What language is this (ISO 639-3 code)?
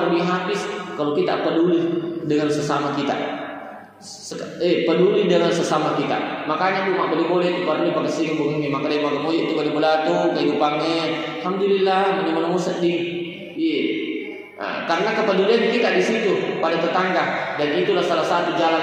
bug